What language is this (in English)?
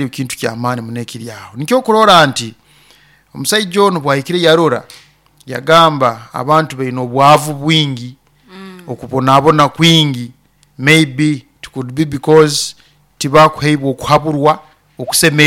Nyoro